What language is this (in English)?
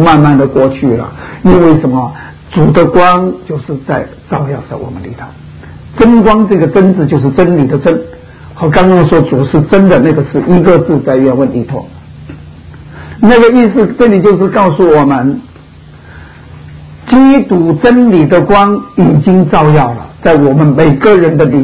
Chinese